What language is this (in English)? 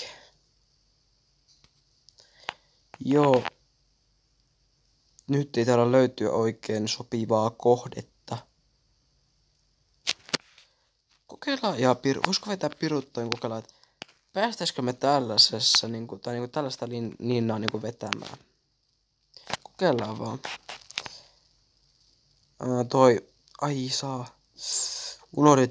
Finnish